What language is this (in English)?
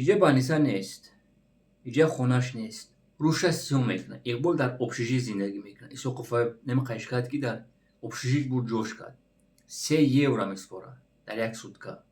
Tajik